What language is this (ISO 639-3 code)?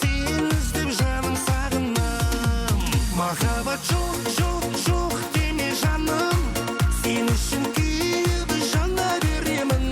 kaa